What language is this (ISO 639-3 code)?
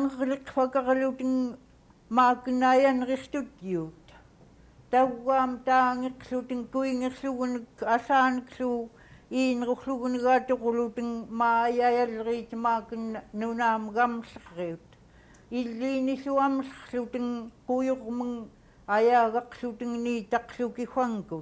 esu